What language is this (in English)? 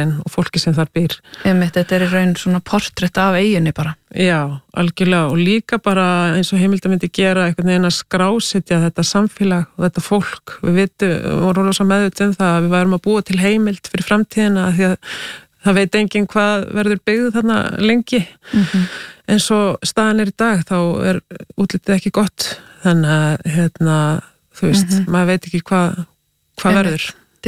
Icelandic